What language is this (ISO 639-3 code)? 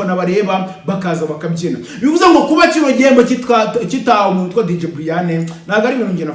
kin